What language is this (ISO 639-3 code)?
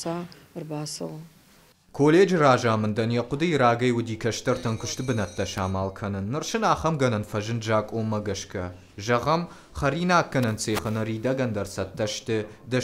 oss